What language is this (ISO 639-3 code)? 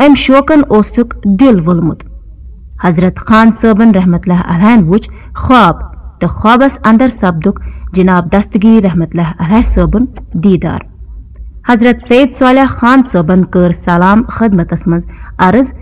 kas